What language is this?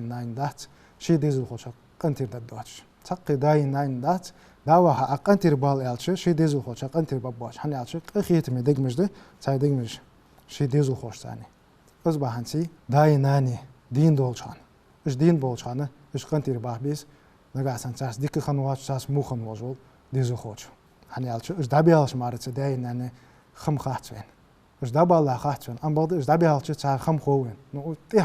Ingush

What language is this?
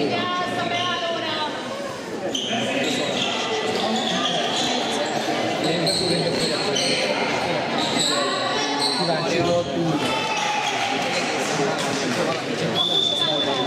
Hungarian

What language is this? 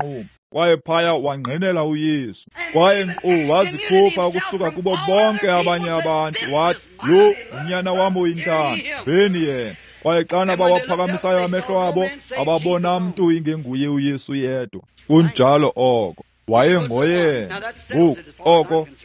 Xhosa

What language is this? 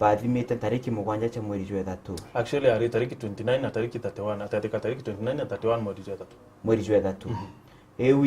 Meru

